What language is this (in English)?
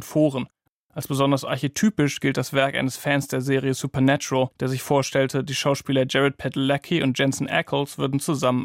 German